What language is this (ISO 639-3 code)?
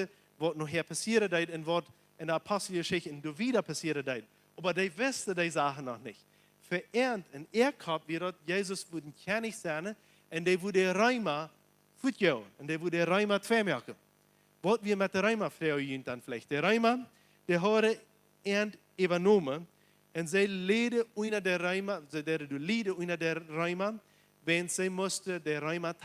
pdt